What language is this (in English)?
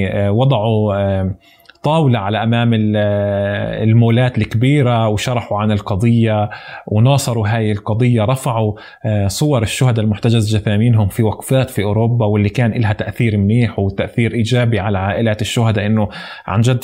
North Levantine Arabic